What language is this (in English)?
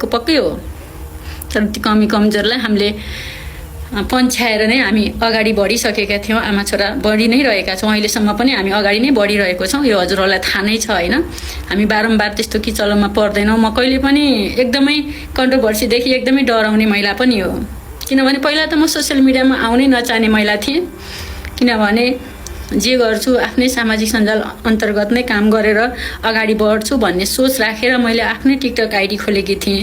Nepali